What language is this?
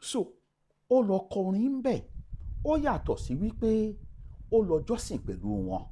Yoruba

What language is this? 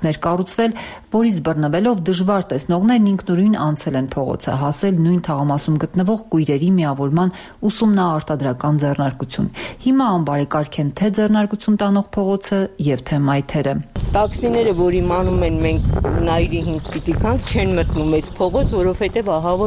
Armenian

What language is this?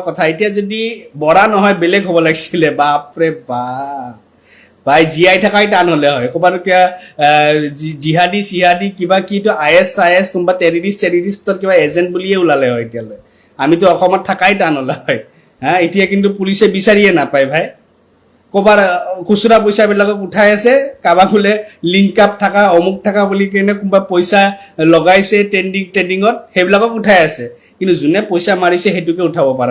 Assamese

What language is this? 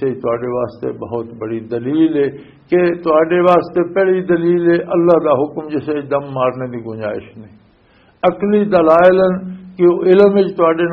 Western Panjabi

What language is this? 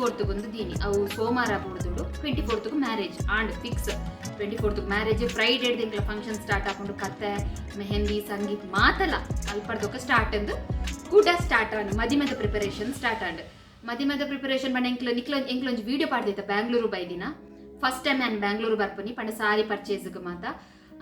Tulu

